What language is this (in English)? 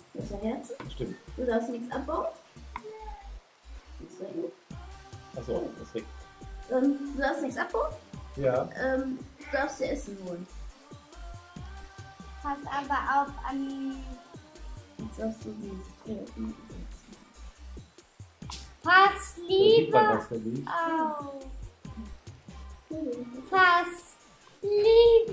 German